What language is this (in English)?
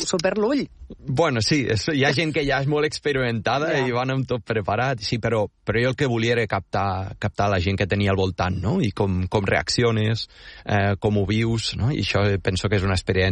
Catalan